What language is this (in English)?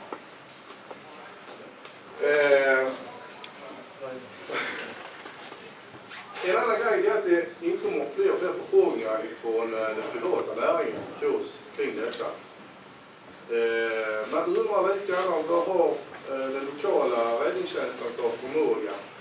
Swedish